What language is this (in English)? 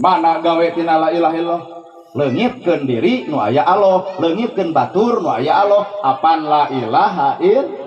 Sundanese